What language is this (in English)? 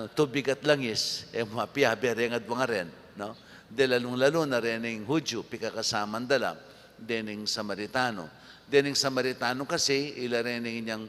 Pampanga